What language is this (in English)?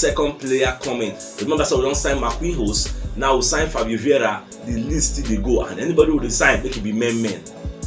Nigerian Pidgin